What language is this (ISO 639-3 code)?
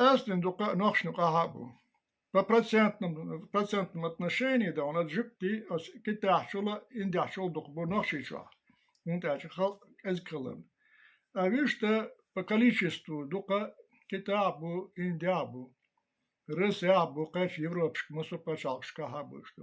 che